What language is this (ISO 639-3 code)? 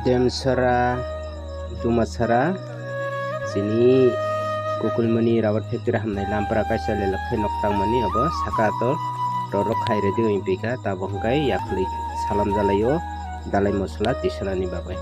trp